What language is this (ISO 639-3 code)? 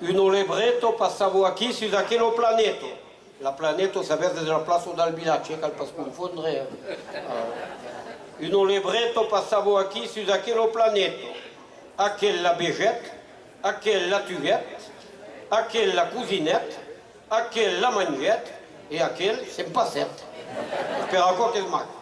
oci